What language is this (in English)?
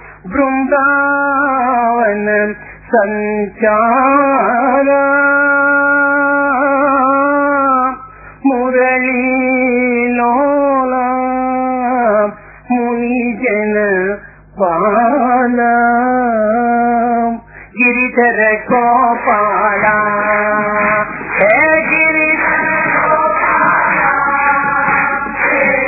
Telugu